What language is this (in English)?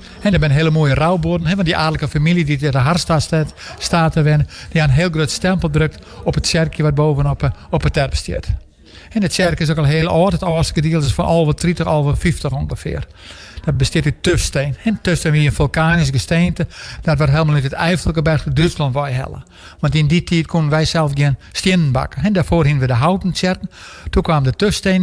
Western Frisian